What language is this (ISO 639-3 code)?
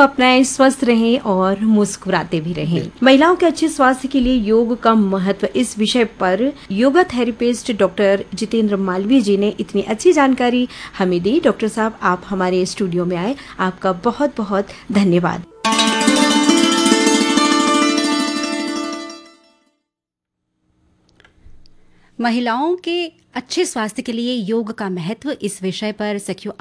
hin